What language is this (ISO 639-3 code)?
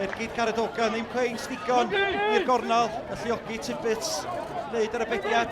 cym